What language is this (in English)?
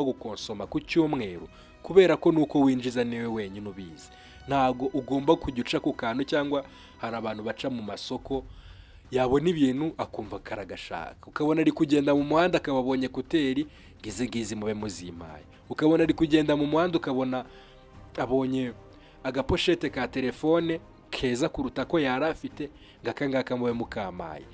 Kinyarwanda